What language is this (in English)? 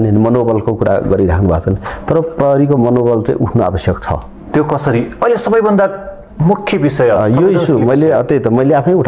Nepali